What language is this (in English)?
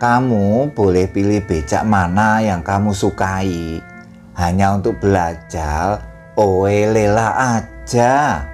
Javanese